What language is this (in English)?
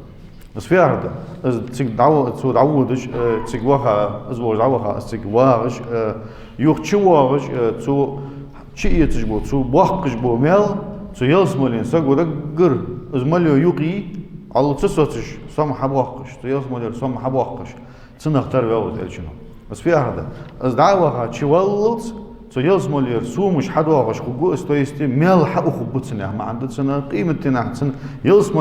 Ingush